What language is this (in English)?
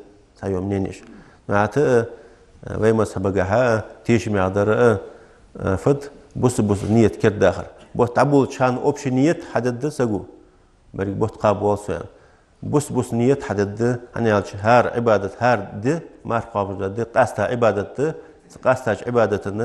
Ingush